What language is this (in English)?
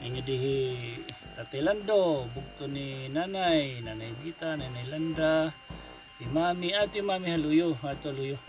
Waray